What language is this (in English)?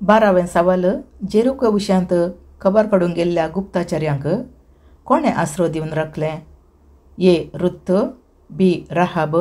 Konkani